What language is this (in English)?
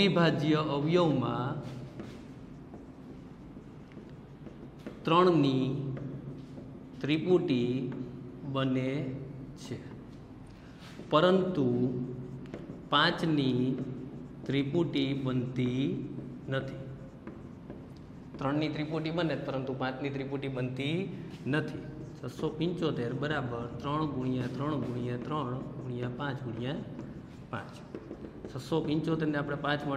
Gujarati